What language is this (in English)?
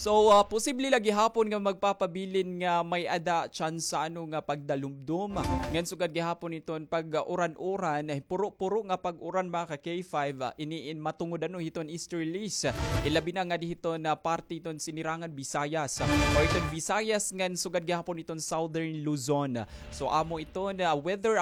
Waray